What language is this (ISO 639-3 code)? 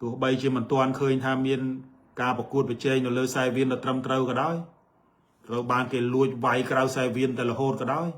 khm